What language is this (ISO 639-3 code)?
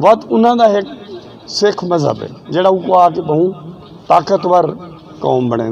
skr